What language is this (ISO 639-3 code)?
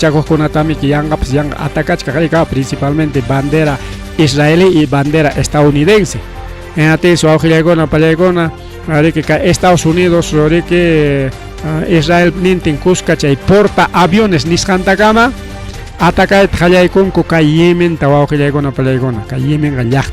quy